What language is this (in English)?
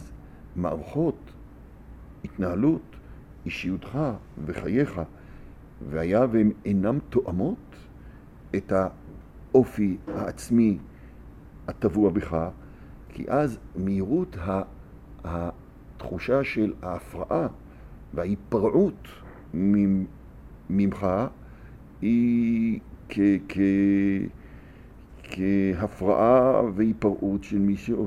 Hebrew